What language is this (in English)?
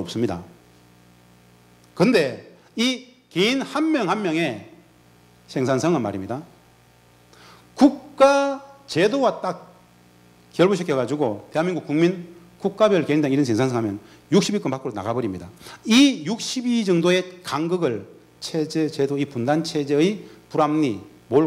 Korean